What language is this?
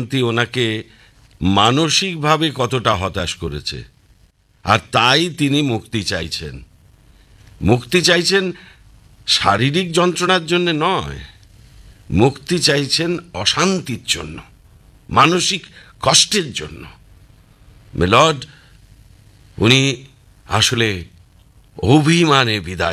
Bangla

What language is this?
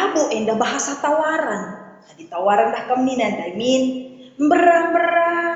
Batak Karo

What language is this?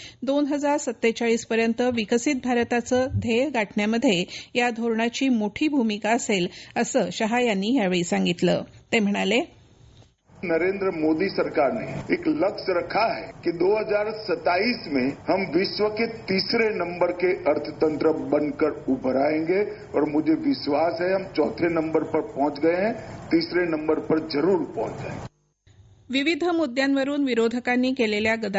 Marathi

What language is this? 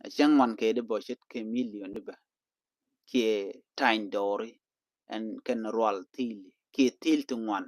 Nuer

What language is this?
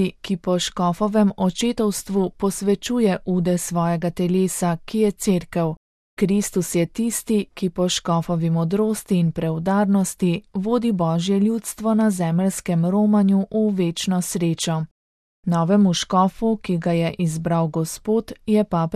Slovenian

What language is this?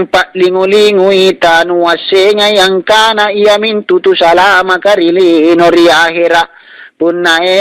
Makasar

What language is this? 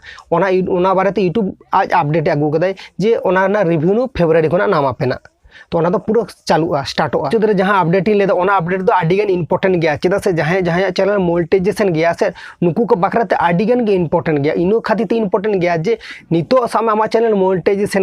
Santali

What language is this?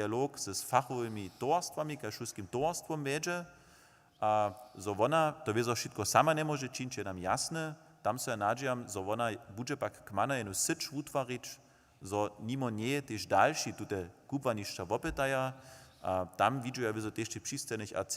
Upper Sorbian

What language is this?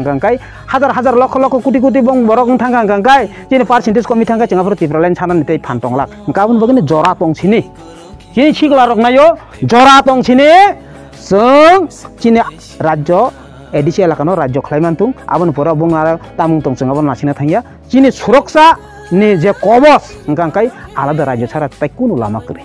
Kok Borok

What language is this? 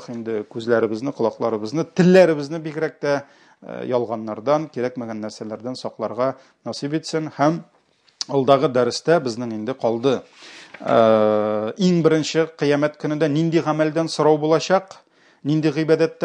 Tatar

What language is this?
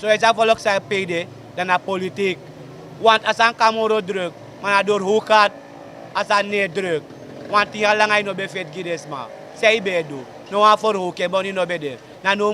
Sranan Tongo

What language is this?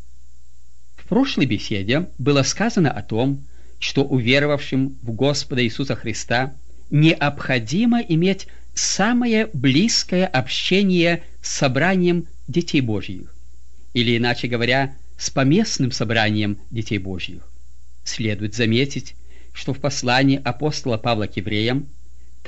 Russian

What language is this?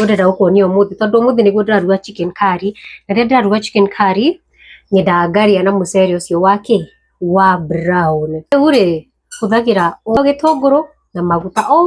Kikuyu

